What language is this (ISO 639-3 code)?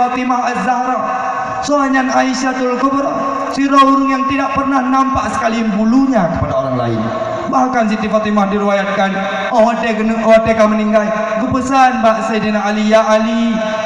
ace